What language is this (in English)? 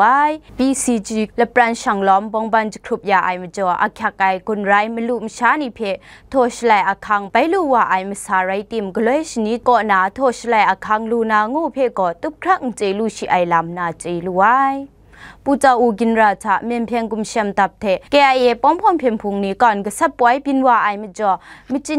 Kachin